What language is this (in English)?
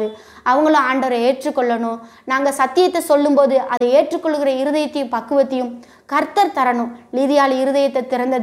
Tamil